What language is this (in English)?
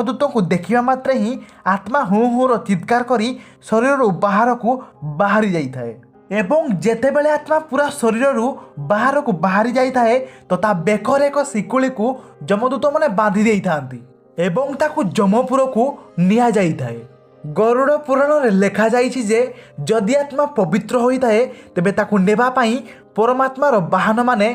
Odia